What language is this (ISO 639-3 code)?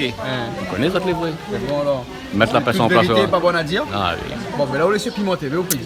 rcf